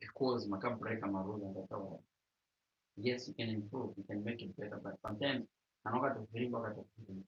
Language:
Shona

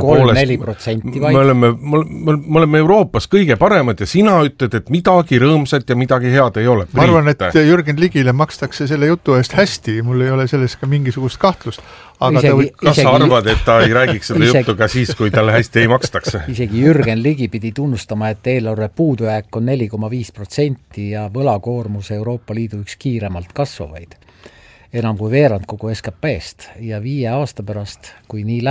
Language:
Estonian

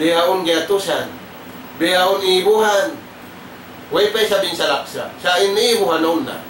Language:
Tausug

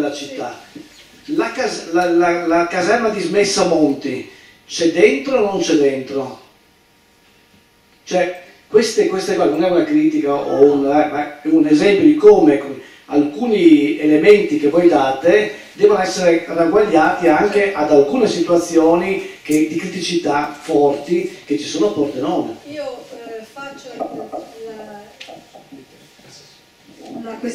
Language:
Italian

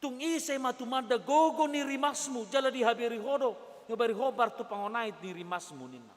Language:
Batak Toba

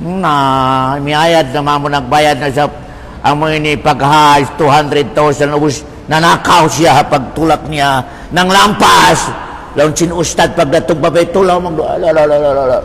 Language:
Tausug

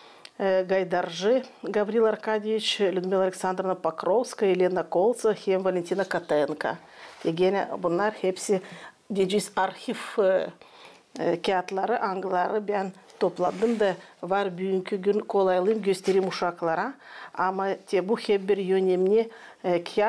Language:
Gagauz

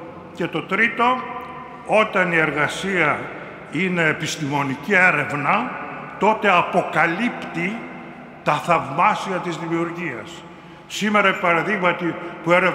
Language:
Greek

